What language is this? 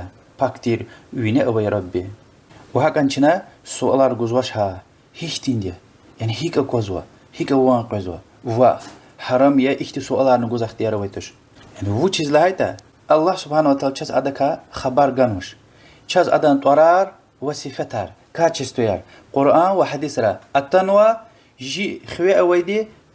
Lezghian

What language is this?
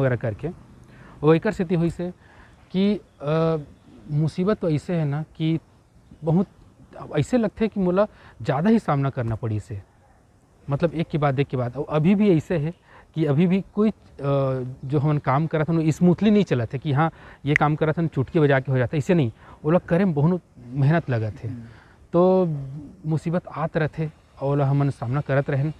Chhattisgarhi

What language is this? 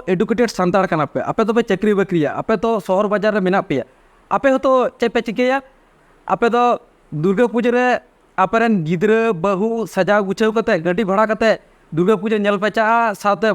Santali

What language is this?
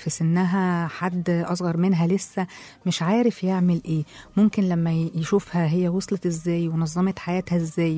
Egyptian Arabic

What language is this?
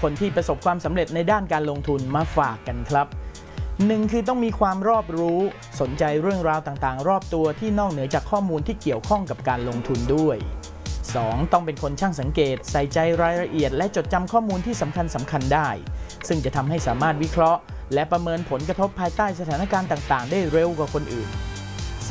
Thai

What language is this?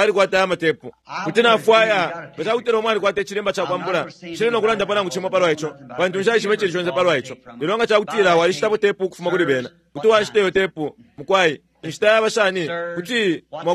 Bemba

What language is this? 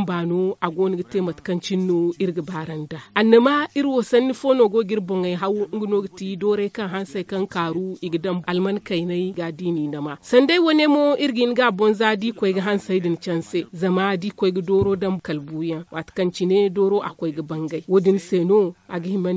Zarma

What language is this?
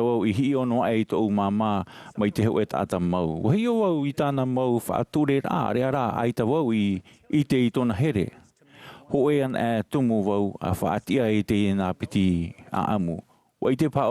Tahitian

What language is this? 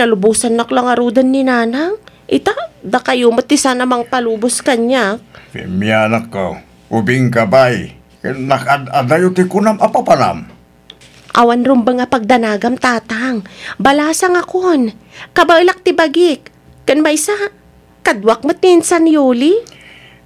Iloko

